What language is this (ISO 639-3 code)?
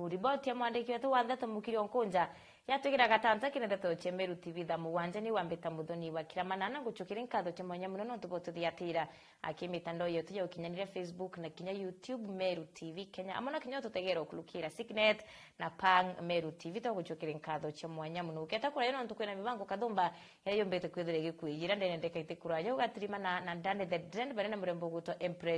mer